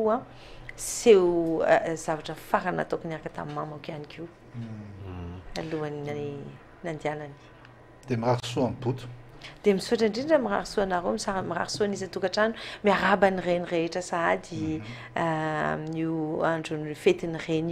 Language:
Malagasy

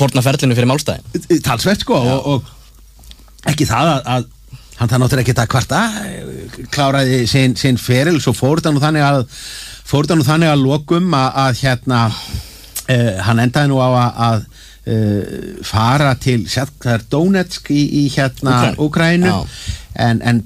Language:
Icelandic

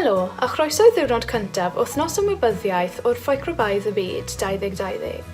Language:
Welsh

